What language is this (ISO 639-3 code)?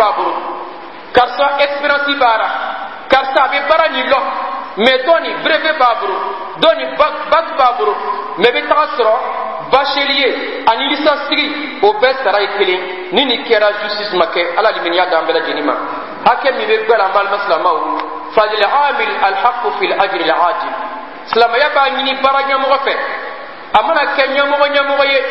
bam